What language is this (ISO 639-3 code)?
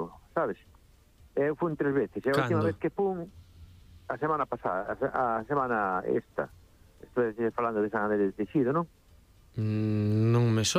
glg